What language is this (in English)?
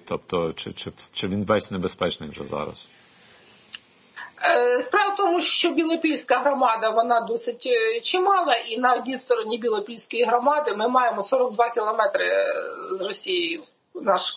Ukrainian